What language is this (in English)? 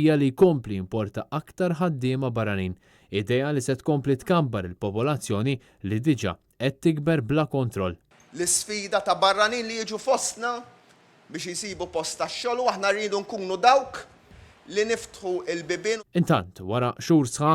Maltese